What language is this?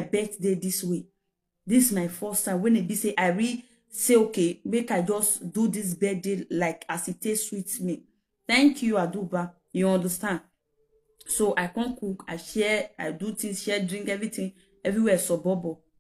Nigerian Pidgin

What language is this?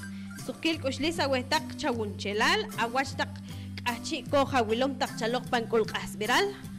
Poqomchi'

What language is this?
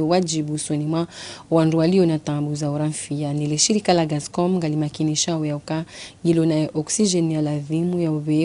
Ngazidja Comorian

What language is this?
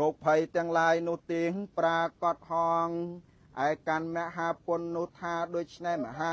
Khmer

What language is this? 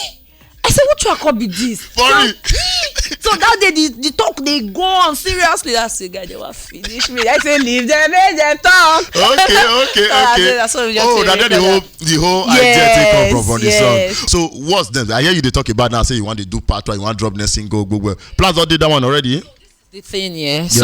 Nigerian Pidgin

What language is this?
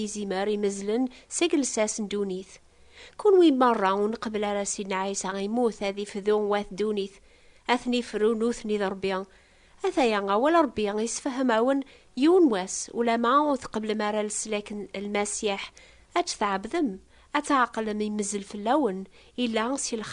Kabyle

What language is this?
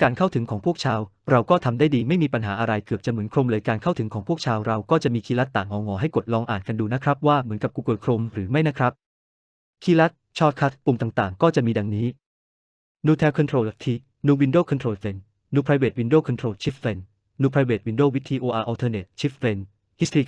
Thai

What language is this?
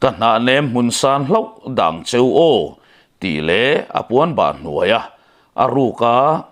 Mizo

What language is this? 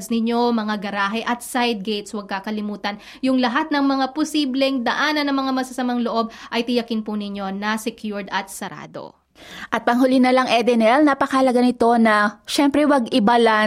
Filipino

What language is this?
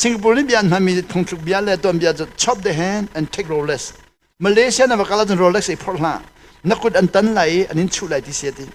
Hakha Chin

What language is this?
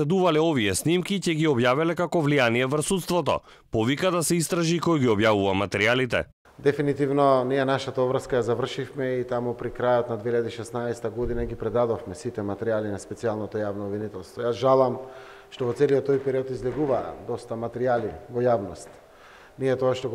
Macedonian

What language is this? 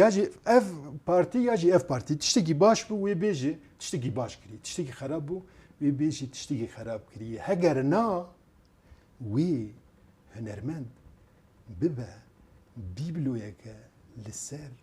Kurdish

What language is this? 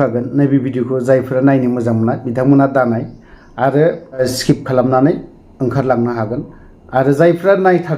Bodo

